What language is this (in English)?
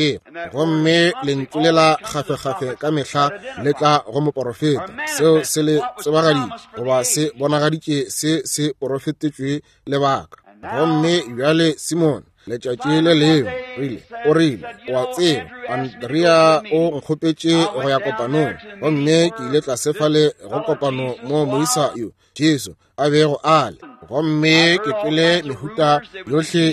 Northern Sotho